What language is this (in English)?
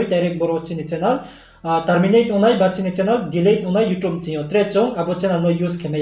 Riang (India)